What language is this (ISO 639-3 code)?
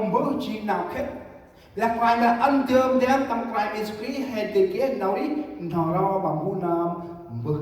cmo